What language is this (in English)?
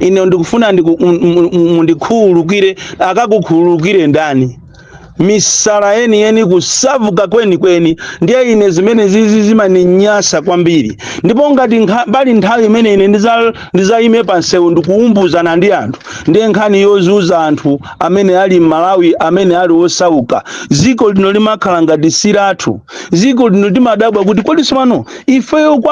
Nyanja